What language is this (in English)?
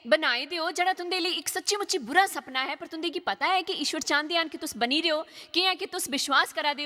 Dogri